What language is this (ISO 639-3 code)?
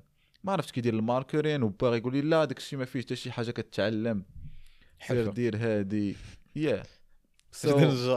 ary